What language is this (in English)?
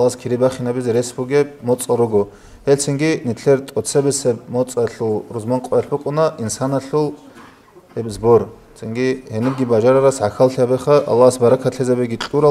Avaric